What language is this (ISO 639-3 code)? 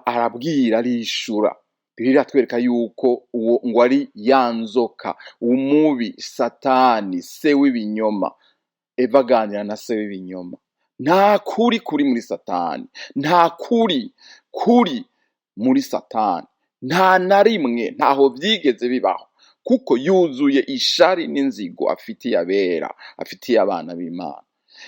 run